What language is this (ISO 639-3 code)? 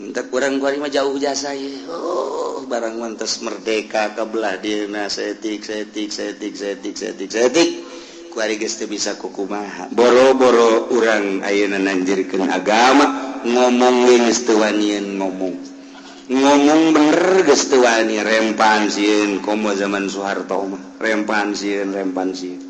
sun